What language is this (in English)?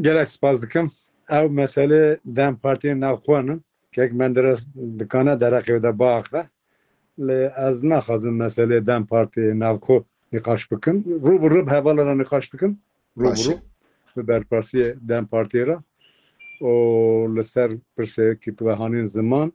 Kurdish